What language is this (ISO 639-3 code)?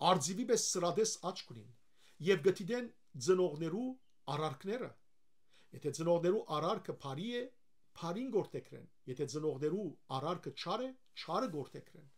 hyw